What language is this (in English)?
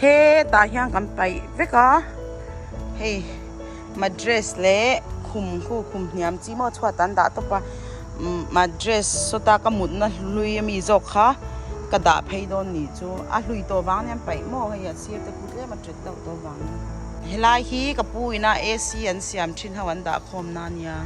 Mizo